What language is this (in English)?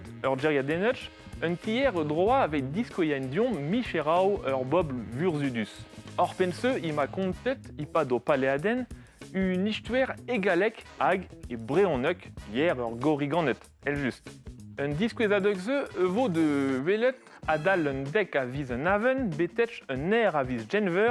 Breton